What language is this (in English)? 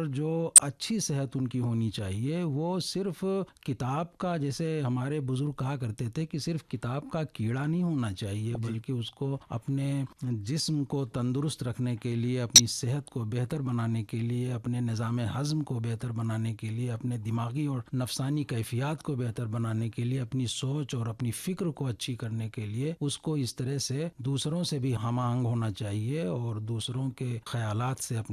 Urdu